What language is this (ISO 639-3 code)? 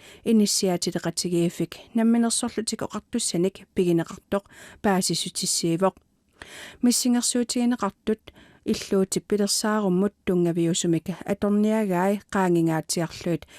kal